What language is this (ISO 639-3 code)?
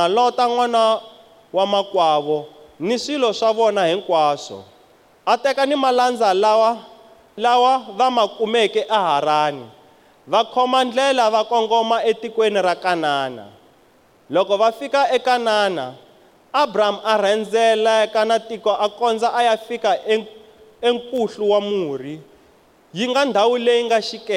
tso